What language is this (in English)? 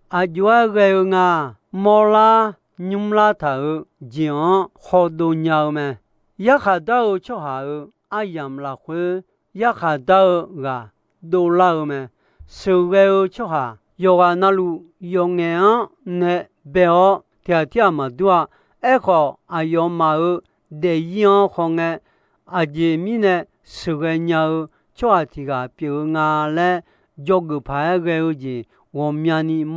Akha